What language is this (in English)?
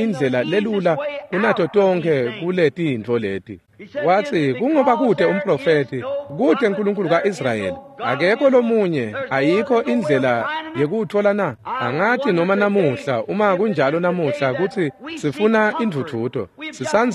Swati